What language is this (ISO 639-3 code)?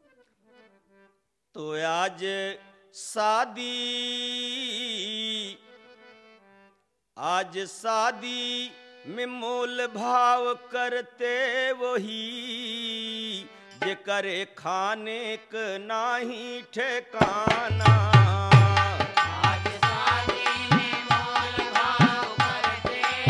bho